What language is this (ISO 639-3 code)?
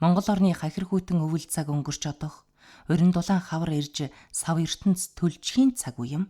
mon